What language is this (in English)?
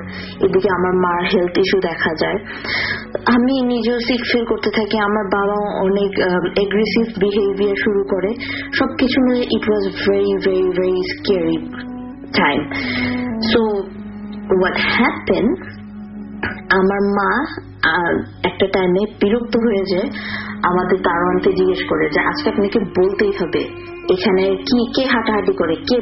Bangla